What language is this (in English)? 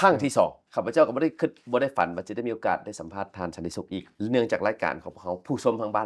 Lao